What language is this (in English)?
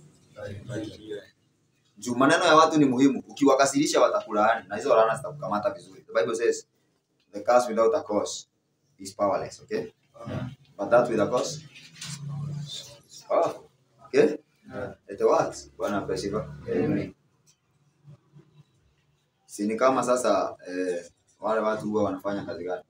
Swahili